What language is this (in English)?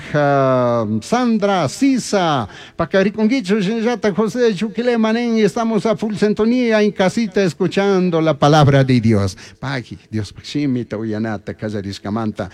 Chimborazo Highland Quichua